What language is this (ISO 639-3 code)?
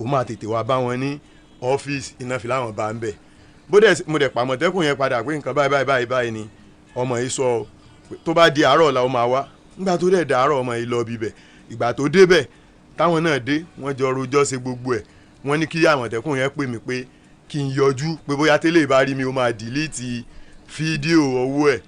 yor